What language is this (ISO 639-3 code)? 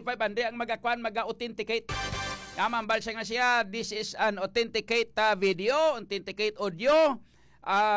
hil